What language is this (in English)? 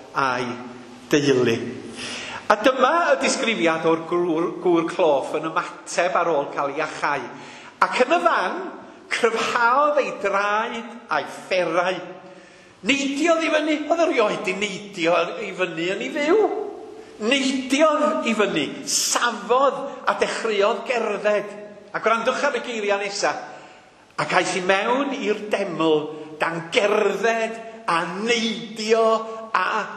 Welsh